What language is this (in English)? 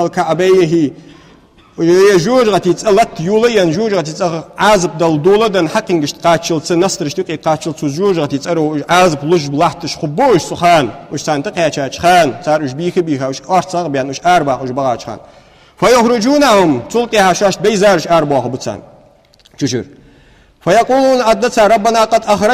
Ingush